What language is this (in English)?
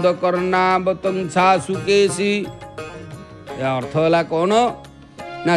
Odia